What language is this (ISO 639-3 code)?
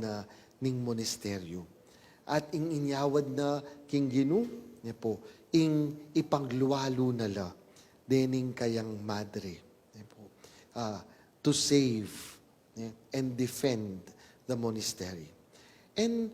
pam